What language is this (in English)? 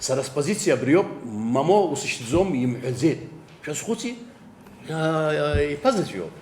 Abkhazian